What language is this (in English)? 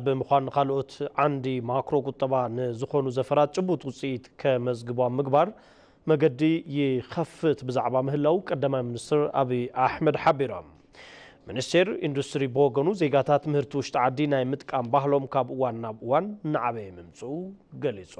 Tigrinya